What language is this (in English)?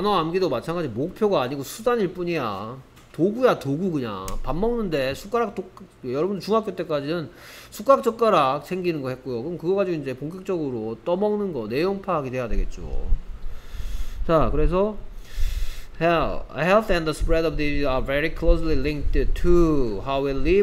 Korean